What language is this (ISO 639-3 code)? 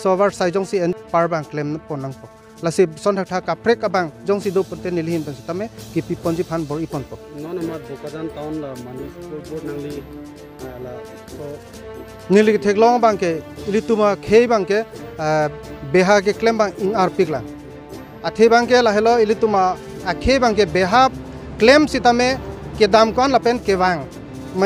mjw